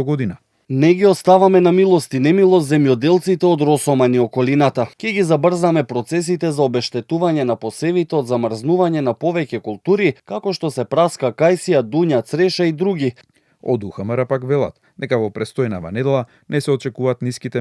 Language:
Macedonian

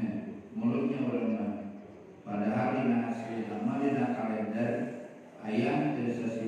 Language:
Sundanese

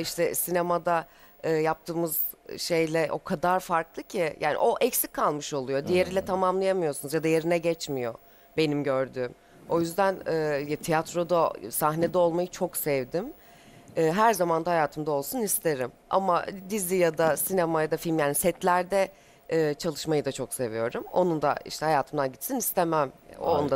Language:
Turkish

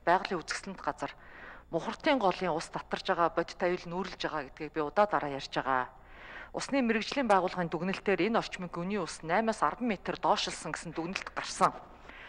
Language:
Mongolian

